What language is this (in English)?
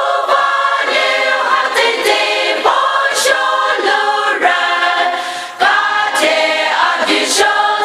Poumei Naga